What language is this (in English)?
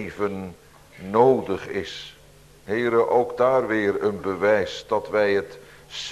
Dutch